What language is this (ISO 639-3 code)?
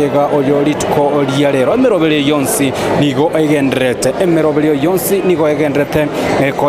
guz